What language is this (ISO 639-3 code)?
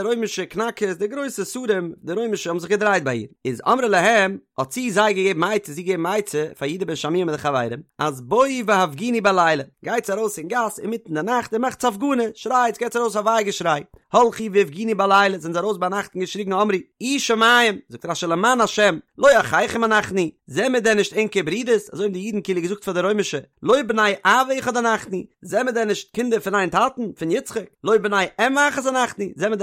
yid